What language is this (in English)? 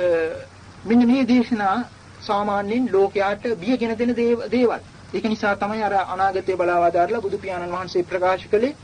Sinhala